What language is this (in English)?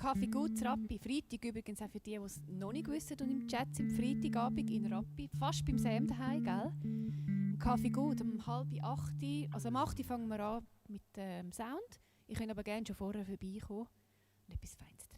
Swiss German